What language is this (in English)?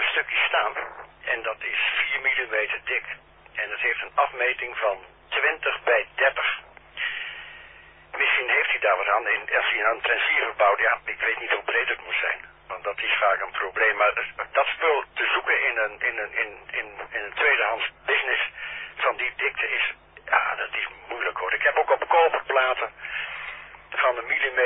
Dutch